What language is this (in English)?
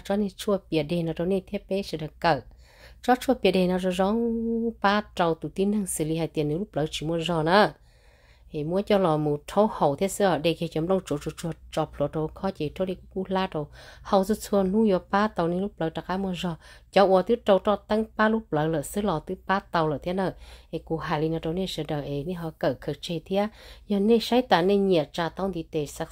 Hmong